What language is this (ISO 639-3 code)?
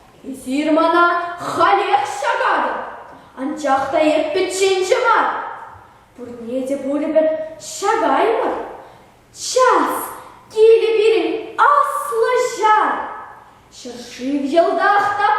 chv